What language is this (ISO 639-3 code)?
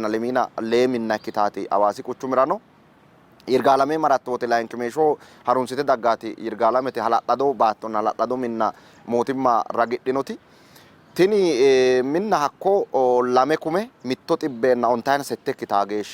sid